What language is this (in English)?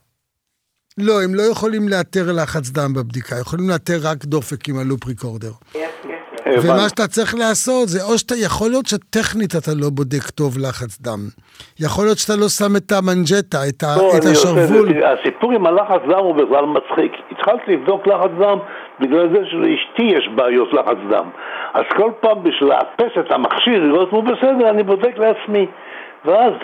Hebrew